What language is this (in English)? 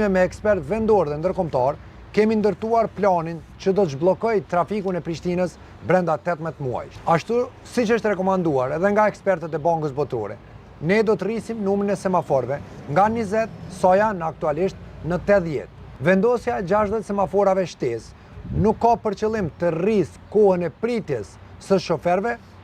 Albanian